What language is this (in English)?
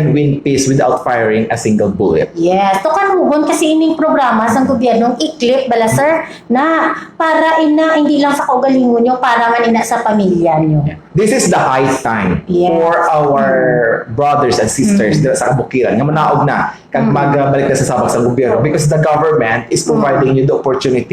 Hiligaynon